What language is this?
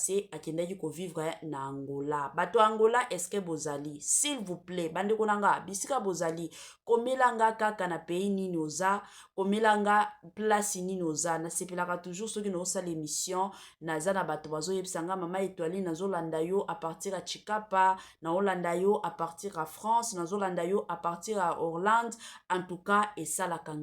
Lingala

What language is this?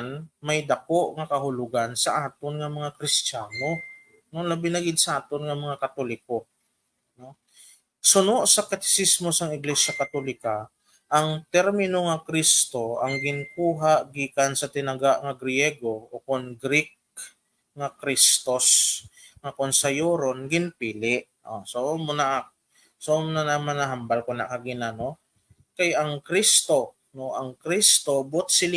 Hiligaynon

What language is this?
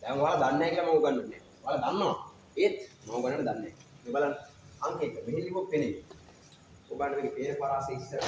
Sinhala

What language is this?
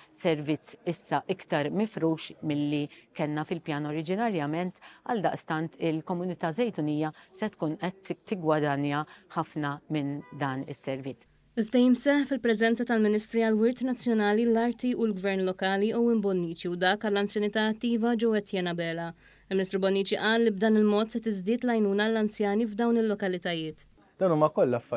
Maltese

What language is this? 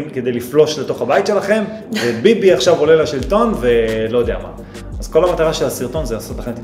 Hebrew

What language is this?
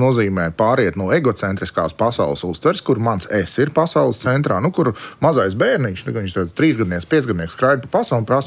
Latvian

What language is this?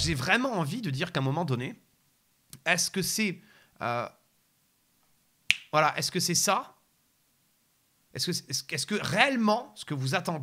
French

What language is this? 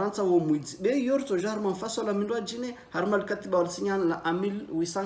Ngazidja Comorian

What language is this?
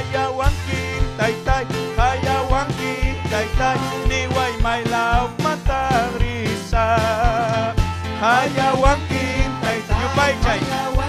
Ayacucho Quechua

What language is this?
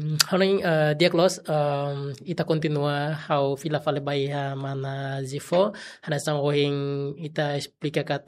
Tetum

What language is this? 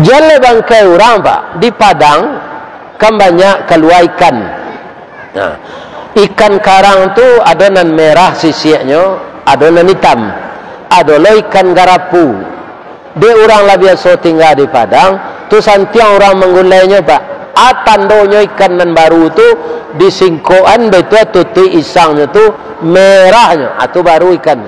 Minangkabau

